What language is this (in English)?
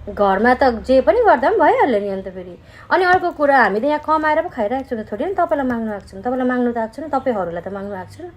Nepali